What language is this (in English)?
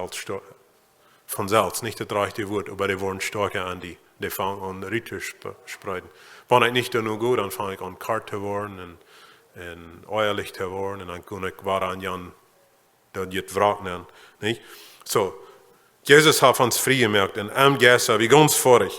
Plautdietsch